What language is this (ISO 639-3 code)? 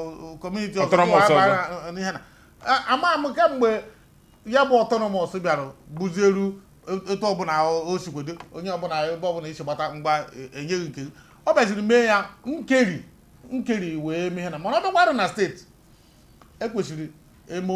ibo